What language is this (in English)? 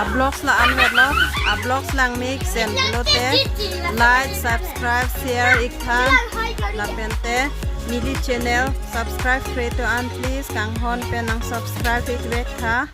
Karbi